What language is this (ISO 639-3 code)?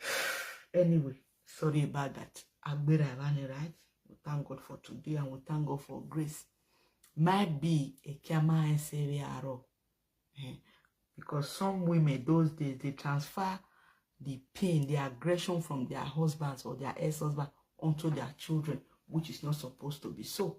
pcm